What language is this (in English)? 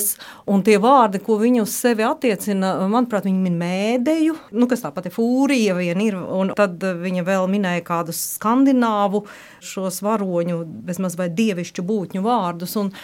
Latvian